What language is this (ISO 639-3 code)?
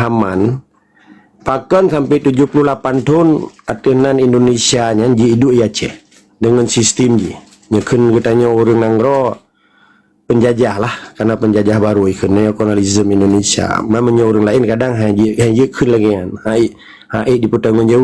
ace